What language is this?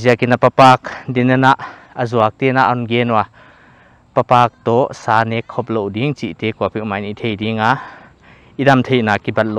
Paite Chin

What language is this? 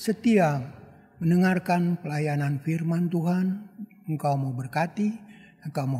Indonesian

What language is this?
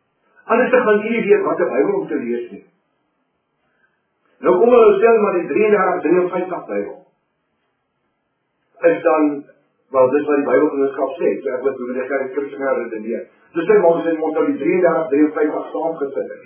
Afrikaans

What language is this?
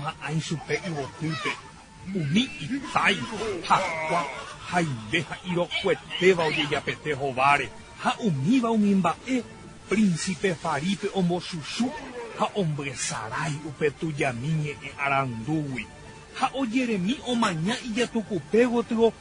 Guarani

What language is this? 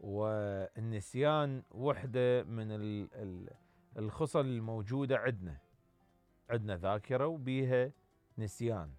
Mesopotamian Arabic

